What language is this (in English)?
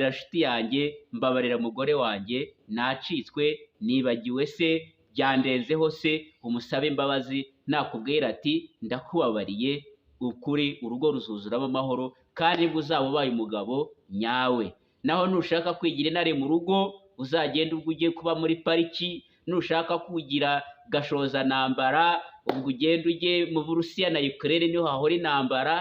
Kinyarwanda